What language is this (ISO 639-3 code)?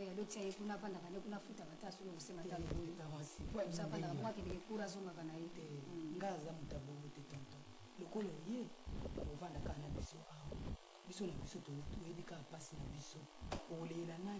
lin